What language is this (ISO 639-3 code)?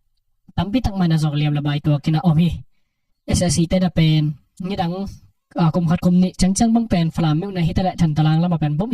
ctd